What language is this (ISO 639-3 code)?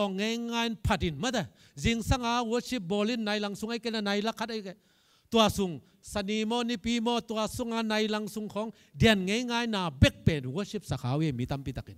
ctd